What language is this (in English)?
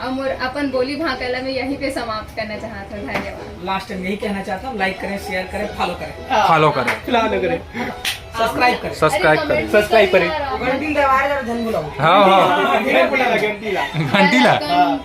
Chhattisgarhi